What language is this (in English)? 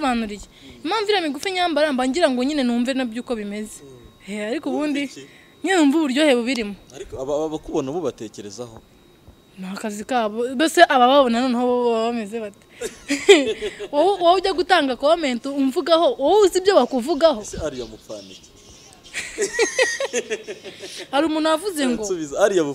Kinyarwanda